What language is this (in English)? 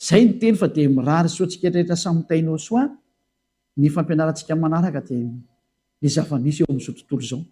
Malagasy